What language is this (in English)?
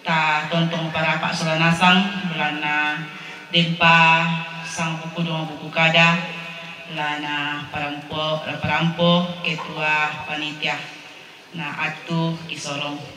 Toraja-Sa'dan